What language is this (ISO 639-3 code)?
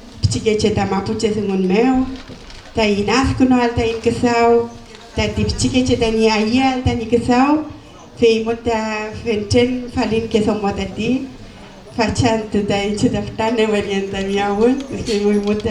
arn